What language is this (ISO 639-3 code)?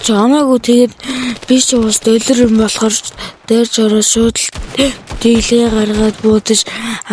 mon